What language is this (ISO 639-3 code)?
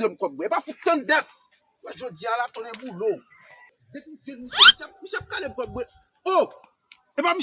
hat